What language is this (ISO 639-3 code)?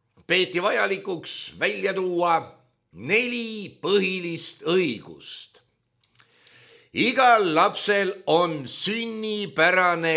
est